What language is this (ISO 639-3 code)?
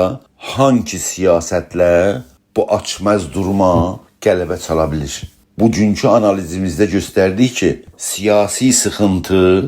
azb